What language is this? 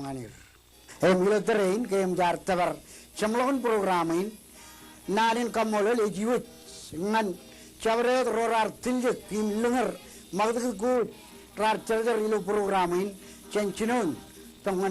Marshallese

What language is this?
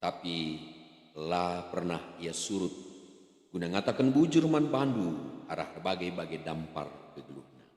Batak Karo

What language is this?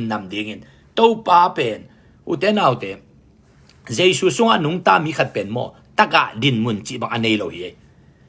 Tedim Chin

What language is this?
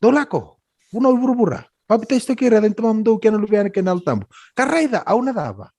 Fijian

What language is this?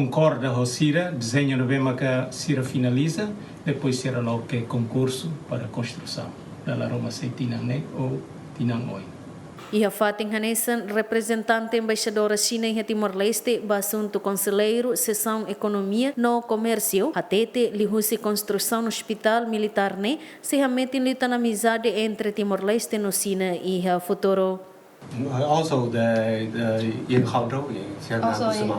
Tetum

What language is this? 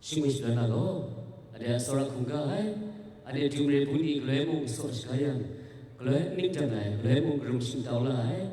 Kachin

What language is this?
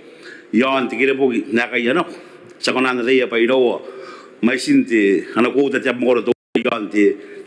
Gilbertese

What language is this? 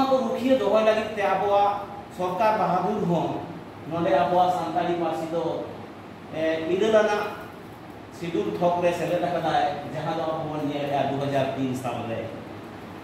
Santali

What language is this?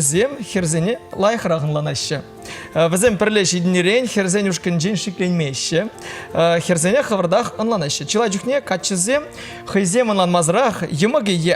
Chuvash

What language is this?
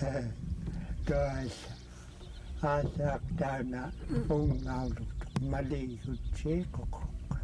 Central Yupik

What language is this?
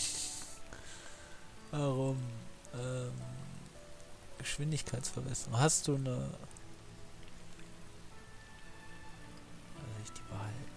German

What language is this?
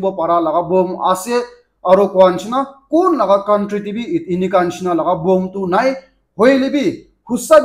Naga Pidgin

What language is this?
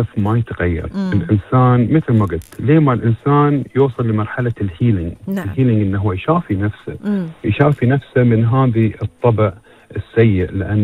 Gulf Arabic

